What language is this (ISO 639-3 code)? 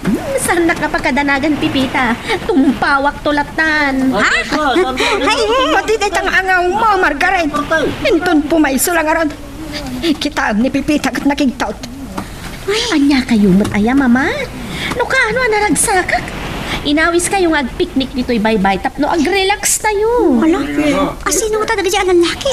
ilo